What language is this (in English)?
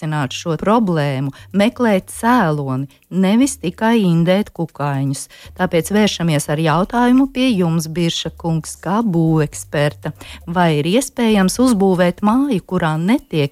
Latvian